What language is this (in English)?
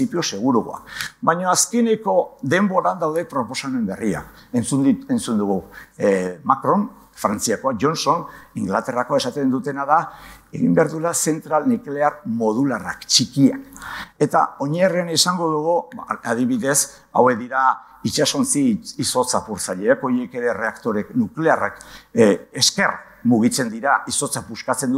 Basque